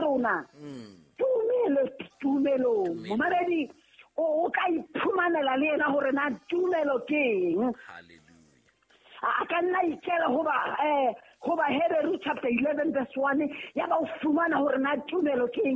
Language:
Southern Sotho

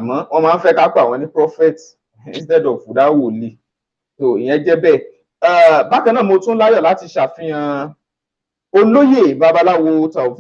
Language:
Yoruba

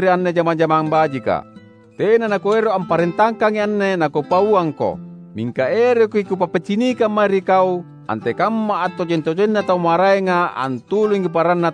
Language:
Makasar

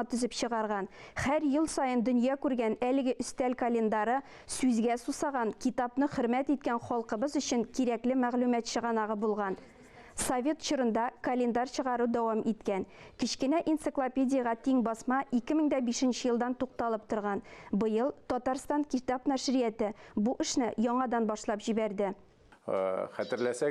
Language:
Tatar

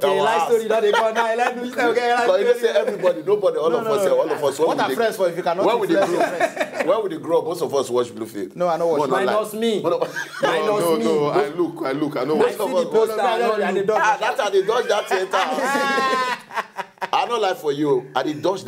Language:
Nigerian Pidgin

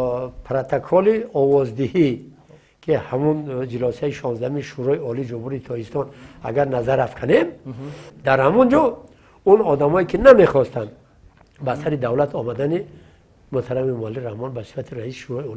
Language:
Tajik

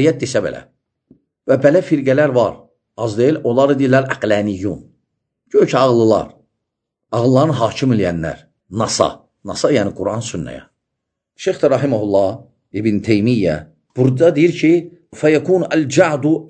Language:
Azerbaijani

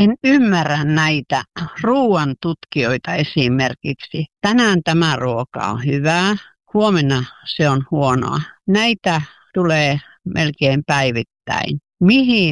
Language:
Finnish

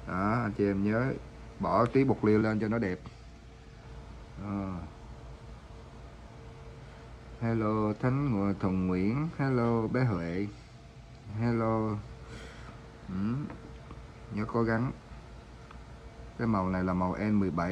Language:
Vietnamese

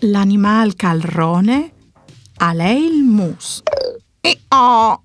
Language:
Friulian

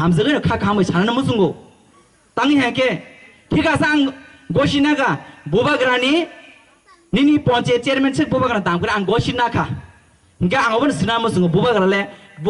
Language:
Kok Borok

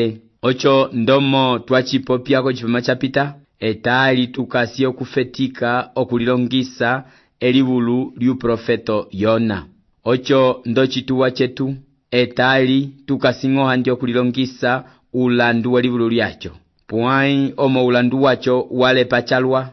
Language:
Umbundu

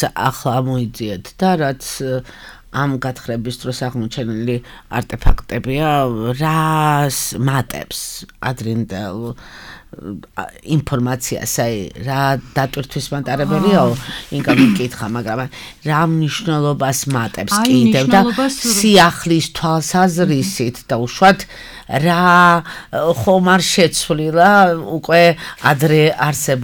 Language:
Georgian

